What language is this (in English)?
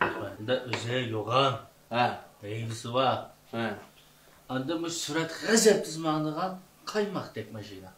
Uyghur